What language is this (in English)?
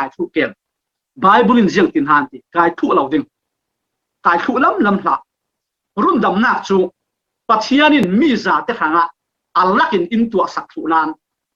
Falam Chin